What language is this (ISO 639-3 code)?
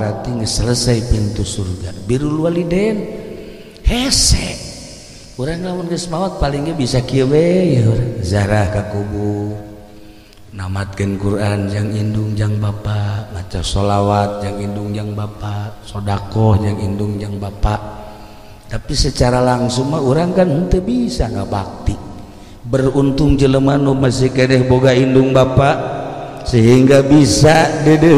sun